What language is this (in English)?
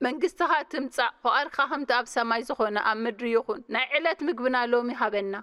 Tigrinya